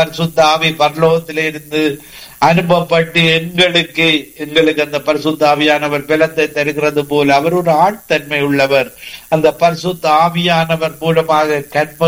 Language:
Tamil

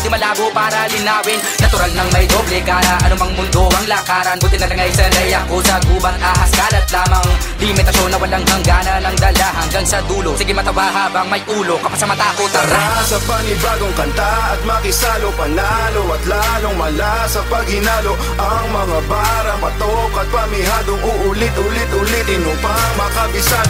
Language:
Filipino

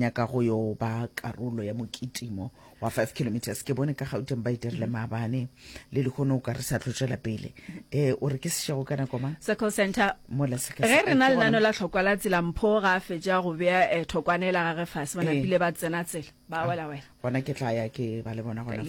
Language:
Northern Sotho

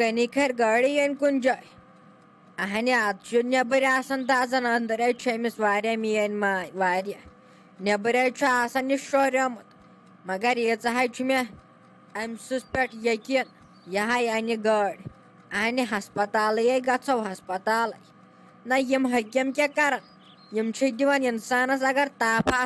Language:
Kashmiri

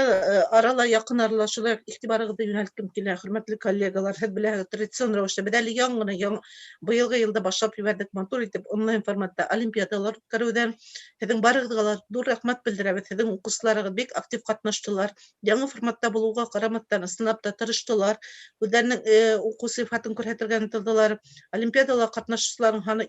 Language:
Bashkir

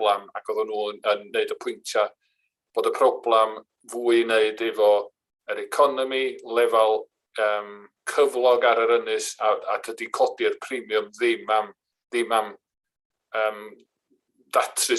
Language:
Welsh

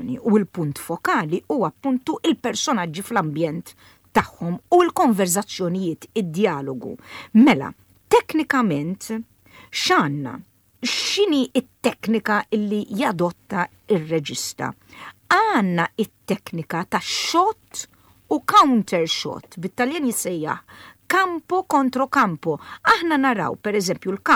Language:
Maltese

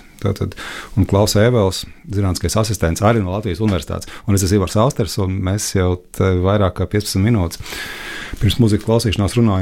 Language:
Latvian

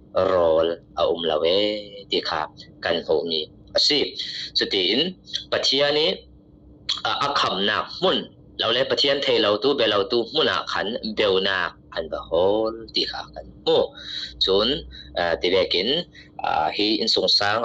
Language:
Falam Chin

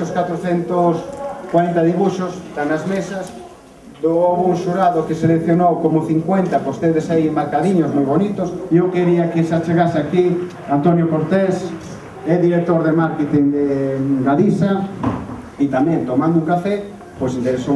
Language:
Galician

